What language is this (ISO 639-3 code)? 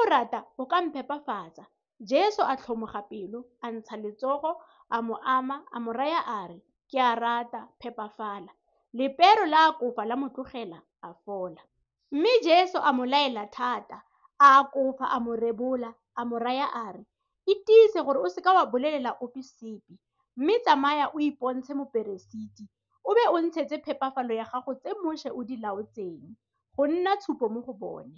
tsn